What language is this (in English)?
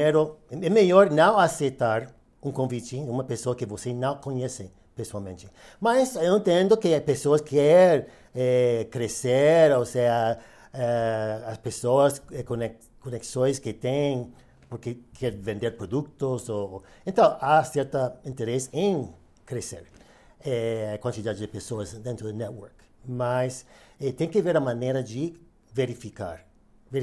Portuguese